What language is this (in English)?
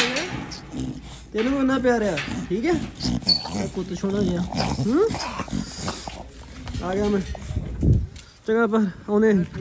Punjabi